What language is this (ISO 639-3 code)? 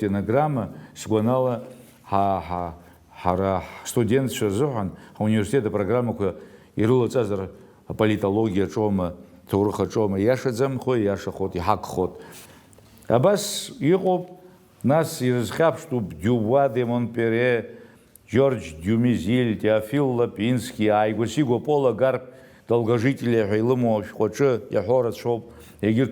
abk